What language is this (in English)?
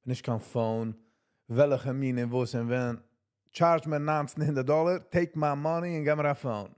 Yiddish